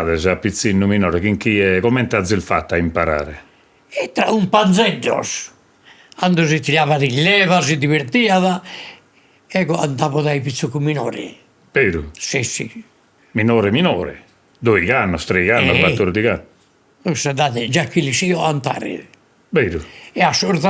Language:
Sardinian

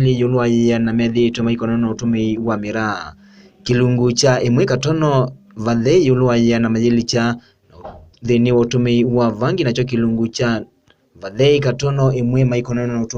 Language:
Kamba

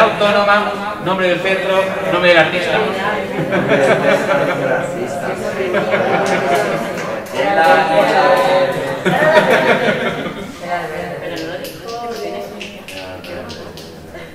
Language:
Spanish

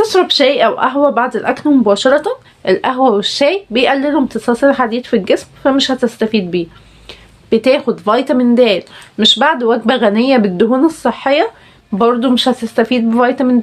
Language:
Egyptian Arabic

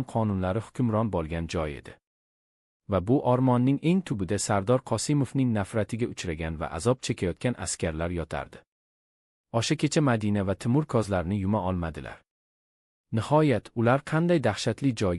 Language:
Uzbek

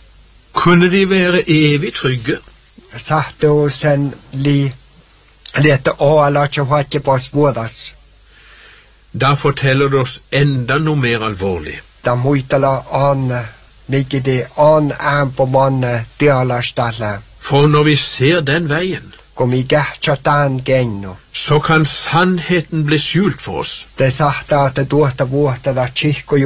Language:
Norwegian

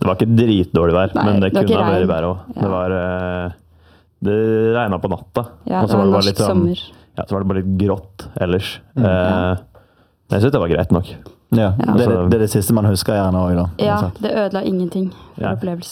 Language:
Norwegian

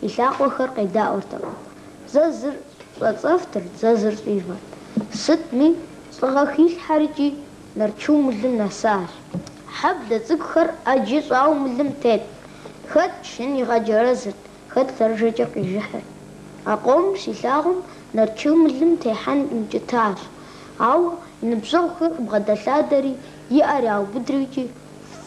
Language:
Kabardian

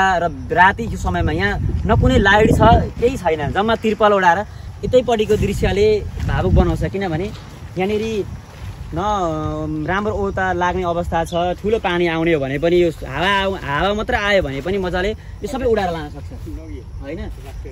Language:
Nepali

